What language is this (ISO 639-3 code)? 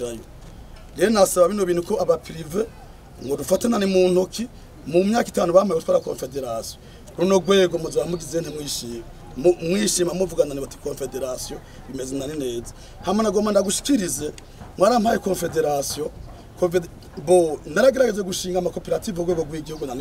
run